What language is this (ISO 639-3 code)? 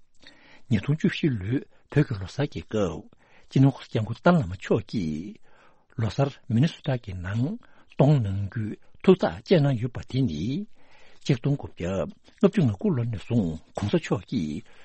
bod